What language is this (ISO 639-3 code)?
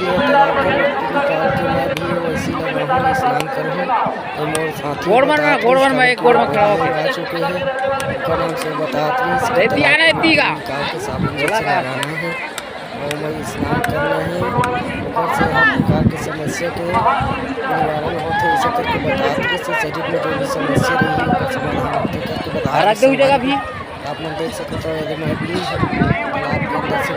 hne